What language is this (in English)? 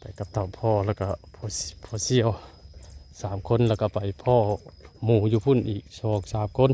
Northeastern Thai